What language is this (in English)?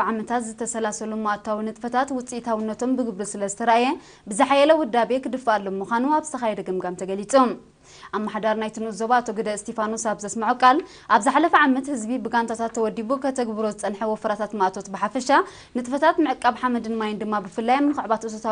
Tigrinya